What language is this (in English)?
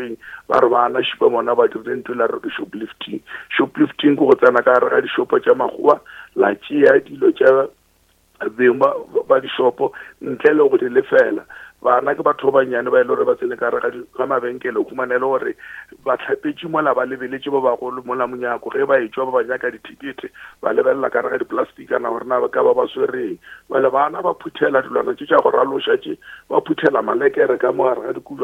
Northern Sotho